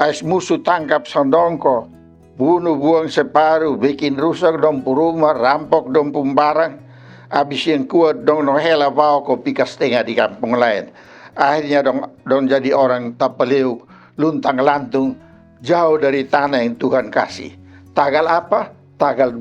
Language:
Kupang Malay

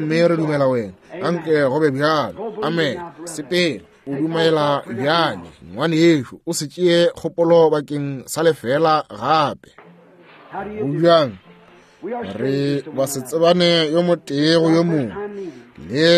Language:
Northern Sotho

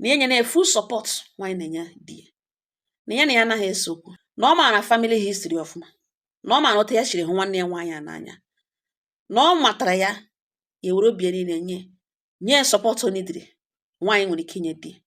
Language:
Igbo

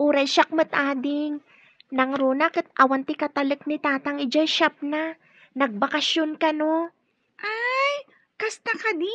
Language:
Iloko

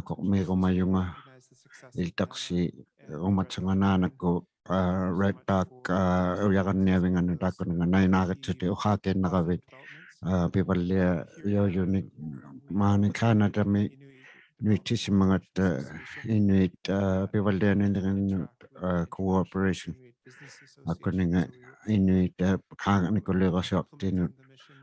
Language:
Inuktitut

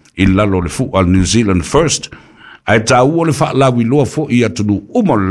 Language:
Samoan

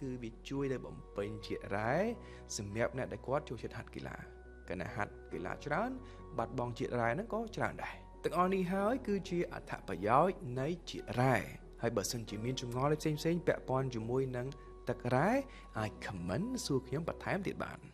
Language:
Khmer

